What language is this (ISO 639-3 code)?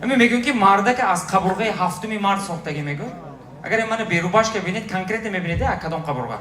tgk